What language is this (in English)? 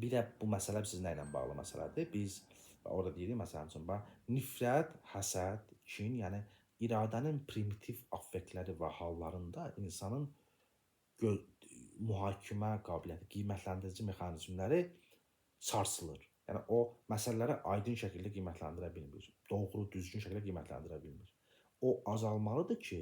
Azerbaijani